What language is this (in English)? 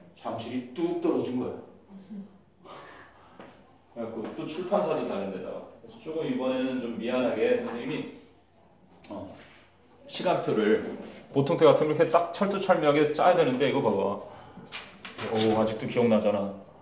Korean